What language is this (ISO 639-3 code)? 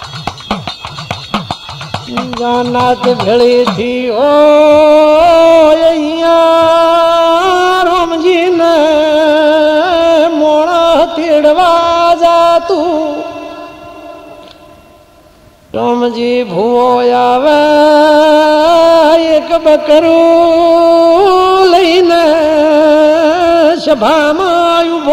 guj